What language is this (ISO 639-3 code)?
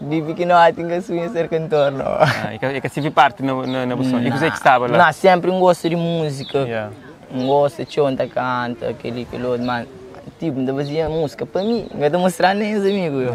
kea